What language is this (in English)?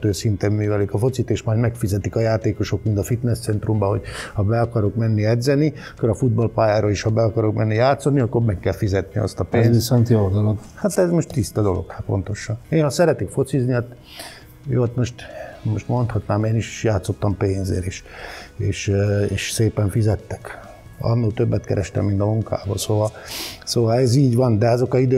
Hungarian